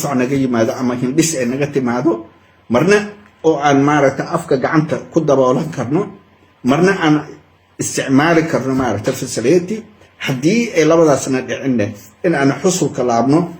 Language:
Somali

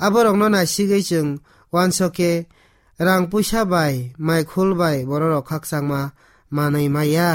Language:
Kok Borok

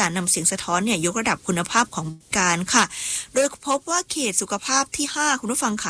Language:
Thai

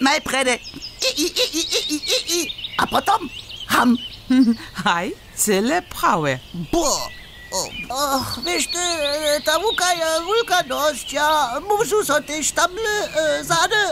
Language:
Upper Sorbian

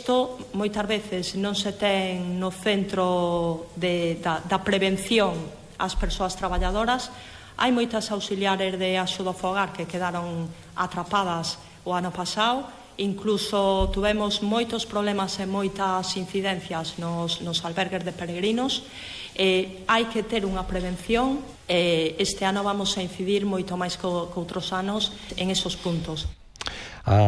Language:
Galician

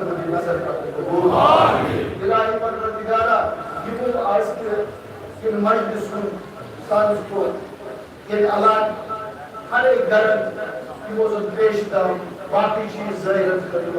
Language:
Kashmiri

